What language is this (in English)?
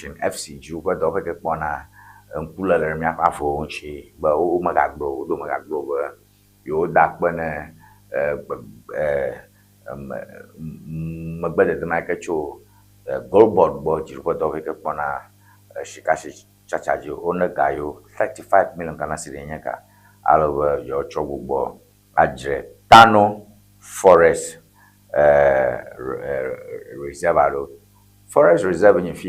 Ewe